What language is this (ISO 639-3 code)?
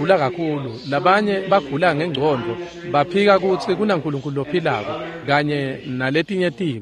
ssw